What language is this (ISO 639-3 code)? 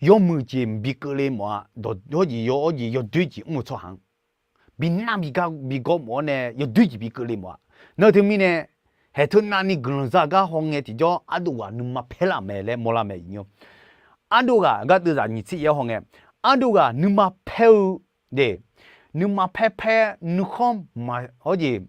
ahk